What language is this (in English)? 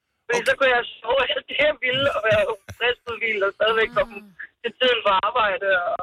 Danish